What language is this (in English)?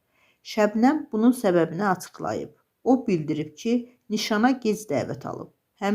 Azerbaijani